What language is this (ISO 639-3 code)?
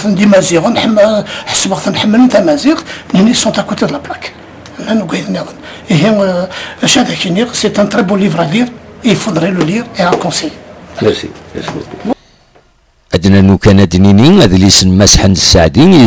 kab